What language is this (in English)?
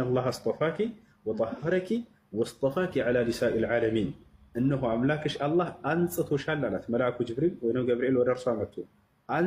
Amharic